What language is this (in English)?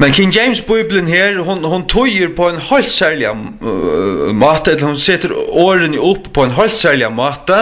Faroese